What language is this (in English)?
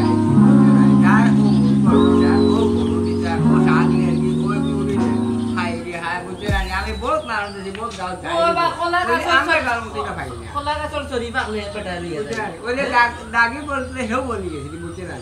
Sylheti